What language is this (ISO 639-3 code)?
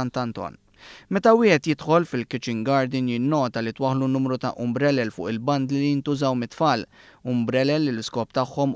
mlt